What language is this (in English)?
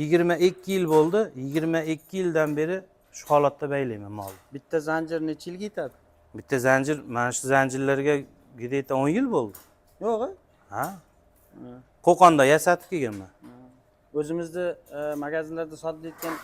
Uzbek